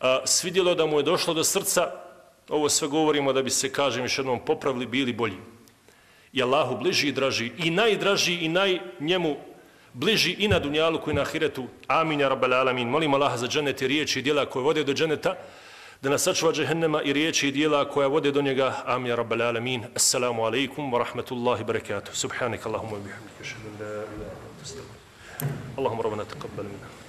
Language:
Bosnian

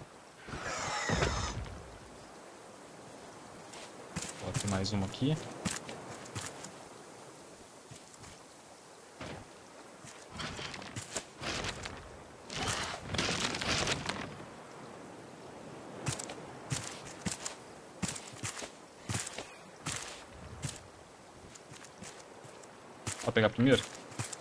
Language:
Portuguese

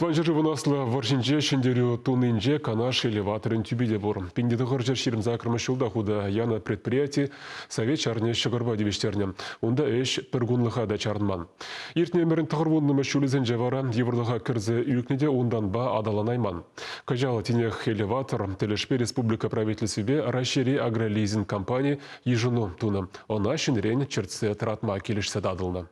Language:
Chuvash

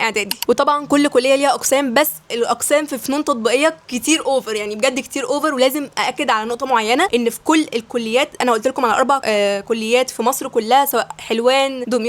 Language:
Egyptian Arabic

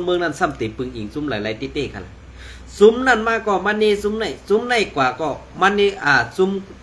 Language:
Shan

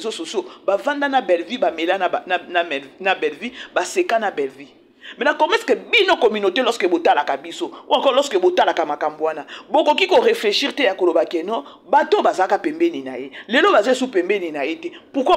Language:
Lingala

